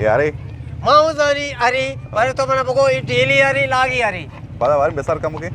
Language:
Eastern Balochi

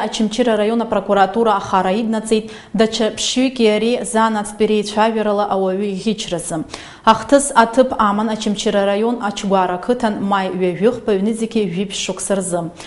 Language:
Abkhazian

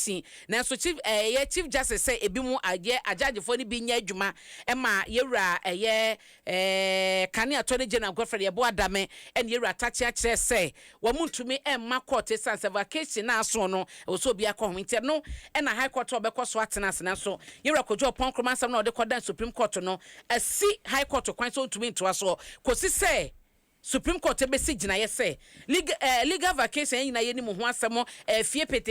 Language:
Akan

